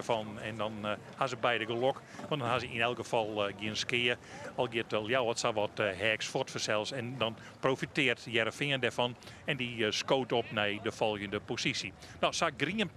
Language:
Western Frisian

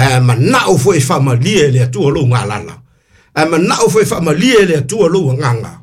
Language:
Samoan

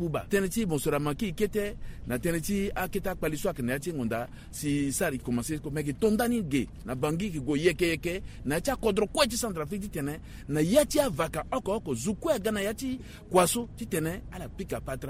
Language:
Sango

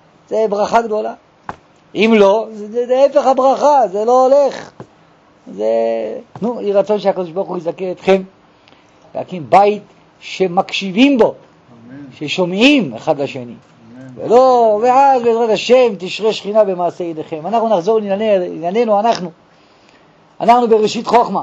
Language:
Hebrew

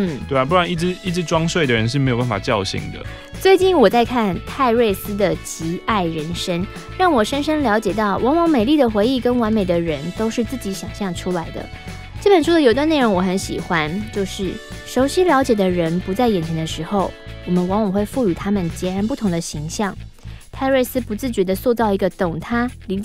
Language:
Chinese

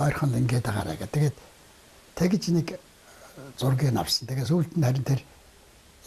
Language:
Mongolian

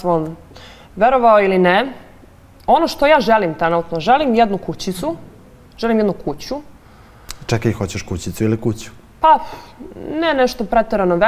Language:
Serbian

